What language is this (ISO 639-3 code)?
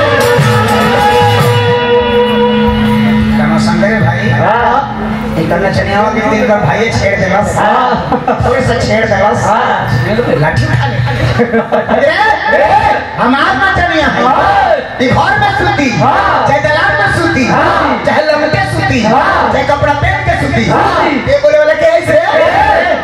bho